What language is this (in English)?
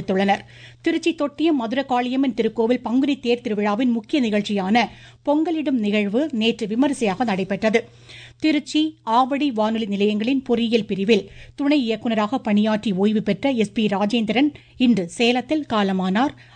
Tamil